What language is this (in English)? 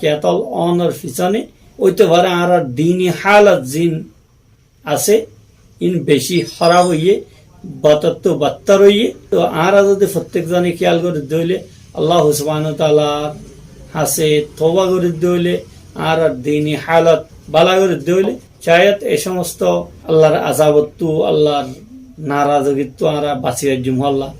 Rohingya